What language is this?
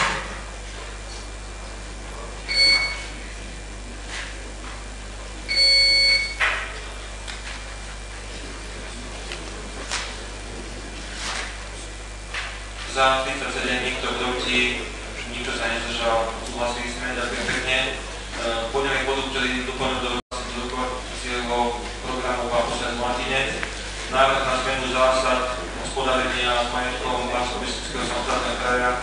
Slovak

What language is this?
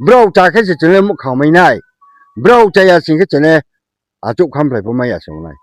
Riang (India)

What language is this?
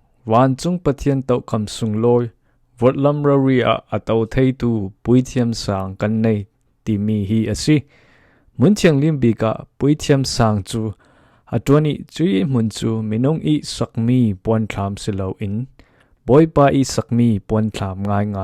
Falam Chin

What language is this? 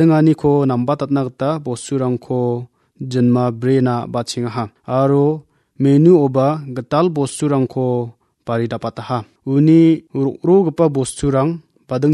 Garo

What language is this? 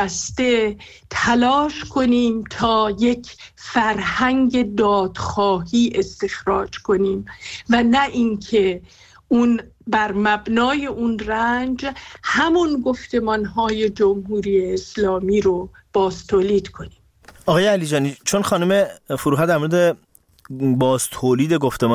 Persian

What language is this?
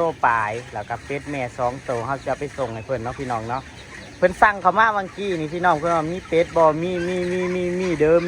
Northeastern Thai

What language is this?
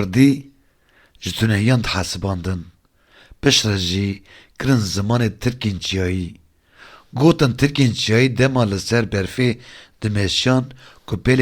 Kurdish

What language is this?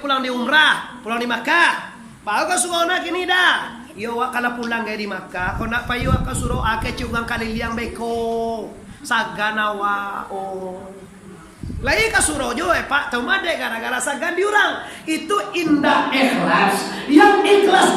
Minangkabau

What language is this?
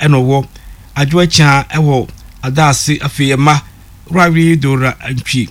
Akan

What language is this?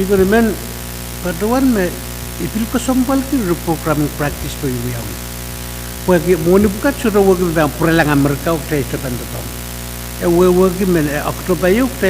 Pohnpeian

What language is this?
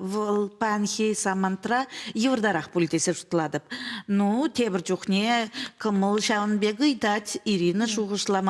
Chuvash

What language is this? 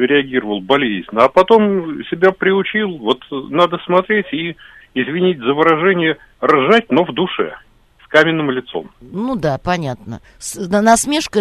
Russian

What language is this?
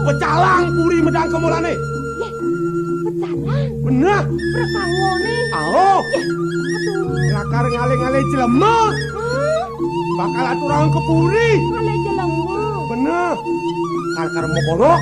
Balinese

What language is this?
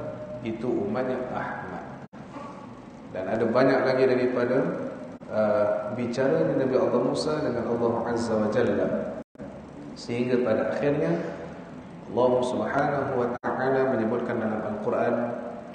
Malay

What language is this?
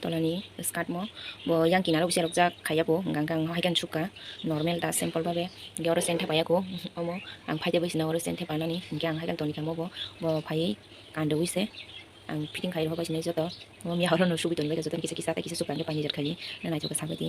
Kok Borok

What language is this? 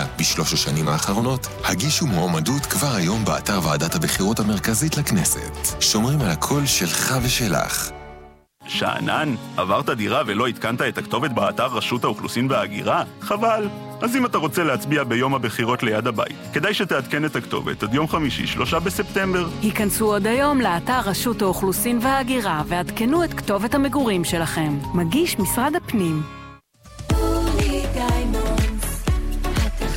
Hebrew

